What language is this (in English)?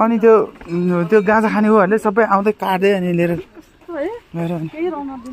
Nepali